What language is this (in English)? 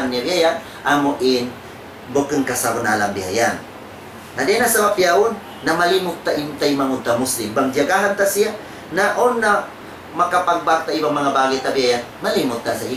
Tausug